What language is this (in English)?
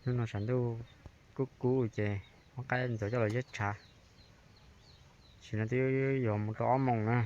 Hmong